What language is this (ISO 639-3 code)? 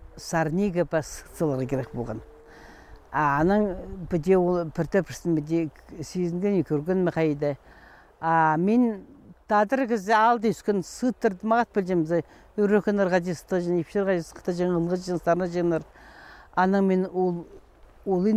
kjh